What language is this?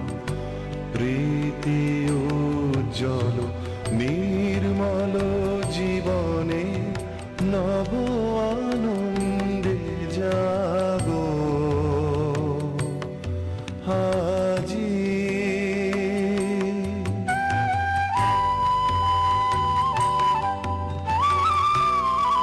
Bangla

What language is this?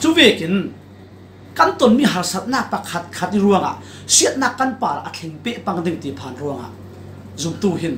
Falam Chin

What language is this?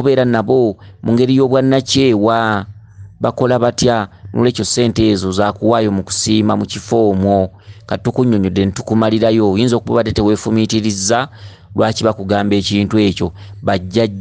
Ganda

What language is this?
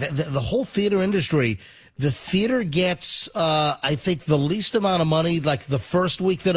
English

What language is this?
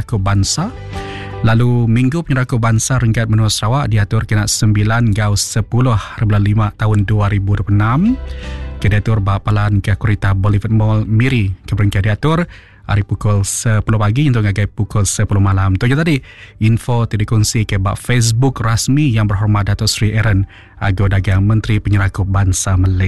Iban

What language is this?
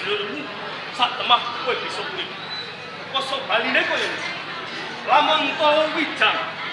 Javanese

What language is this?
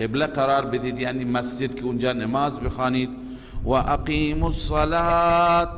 Persian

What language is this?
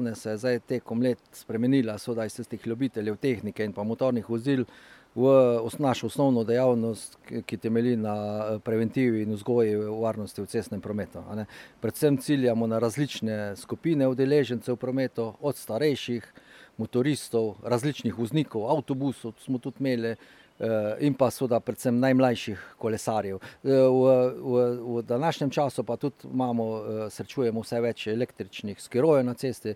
Slovenian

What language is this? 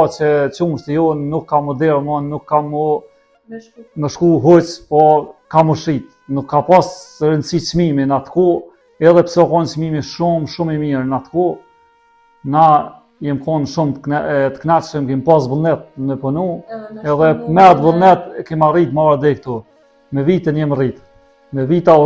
Albanian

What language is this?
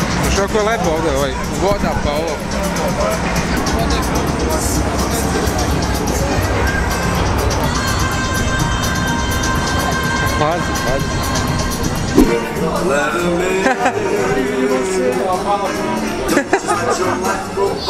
Serbian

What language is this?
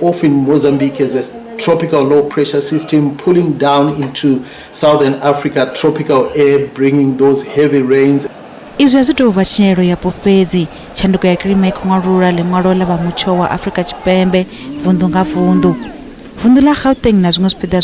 Venda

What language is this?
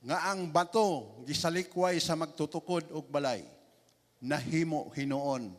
Cebuano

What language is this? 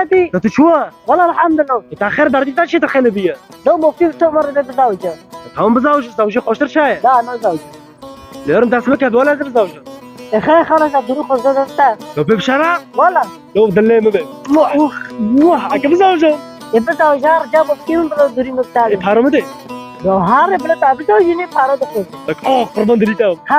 Kurdish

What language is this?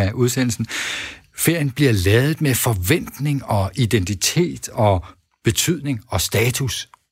Danish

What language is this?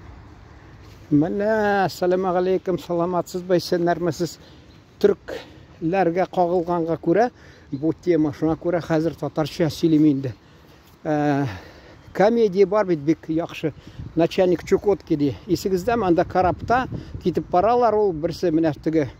Tatar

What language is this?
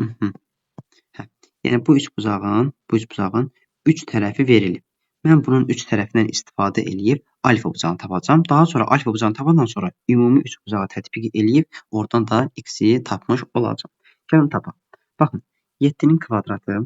Azerbaijani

